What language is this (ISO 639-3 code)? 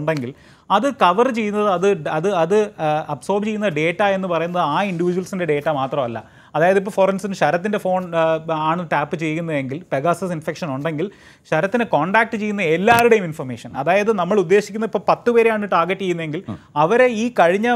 mal